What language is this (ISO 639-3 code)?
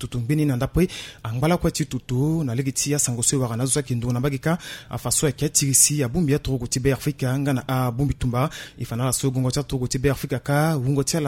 sag